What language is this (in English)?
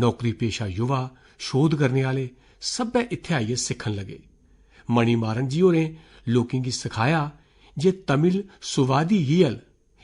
Dogri